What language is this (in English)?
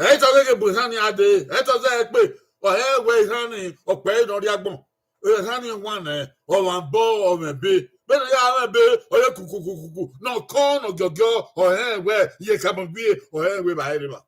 Bini